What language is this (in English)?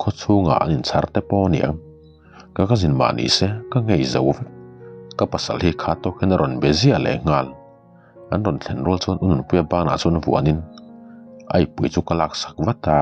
Mizo